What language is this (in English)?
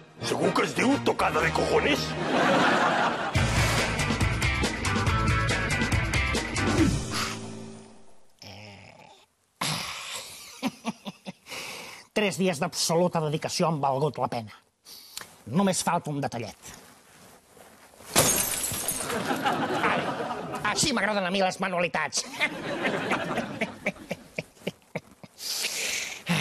Catalan